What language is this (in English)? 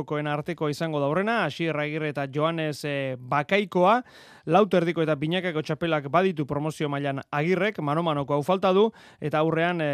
Basque